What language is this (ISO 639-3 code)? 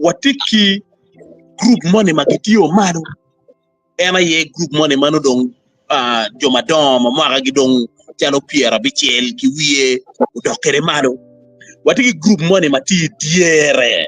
ach